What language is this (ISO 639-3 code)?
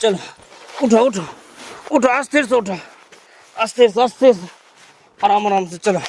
mai